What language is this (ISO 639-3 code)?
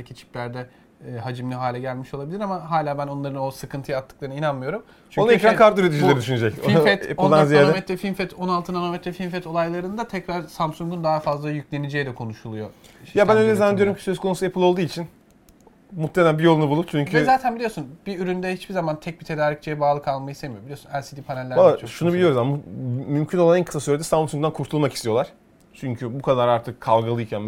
tur